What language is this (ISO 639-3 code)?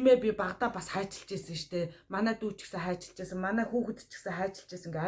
mon